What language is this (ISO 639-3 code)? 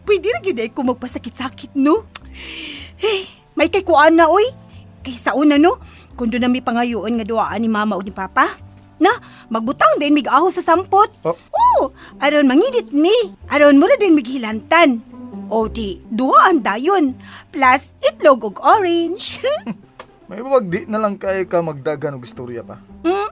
ceb